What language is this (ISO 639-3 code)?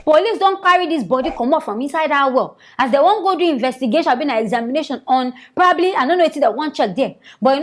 pcm